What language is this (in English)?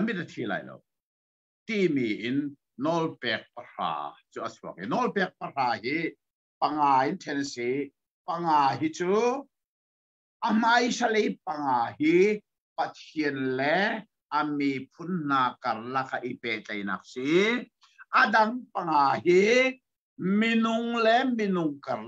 Hakha Chin